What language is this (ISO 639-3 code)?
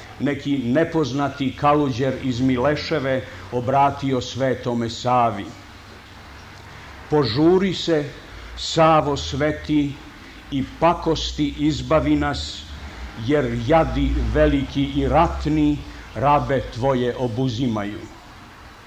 srp